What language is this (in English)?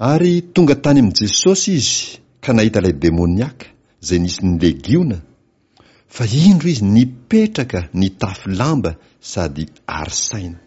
Malagasy